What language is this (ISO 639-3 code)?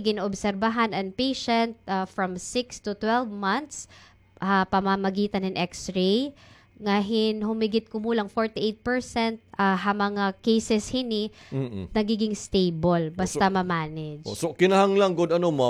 war